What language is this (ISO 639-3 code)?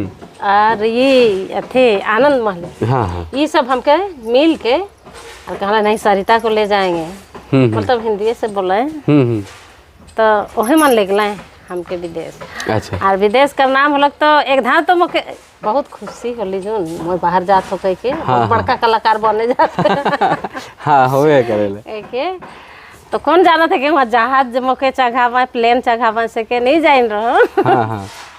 sck